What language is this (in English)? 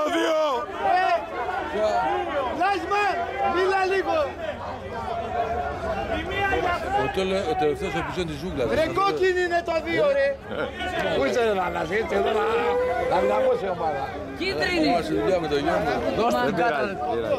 Greek